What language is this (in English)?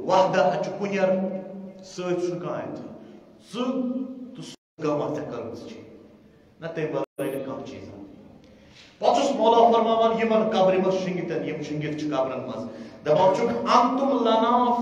Kashmiri